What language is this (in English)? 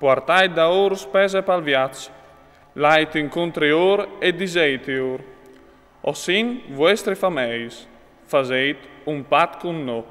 Friulian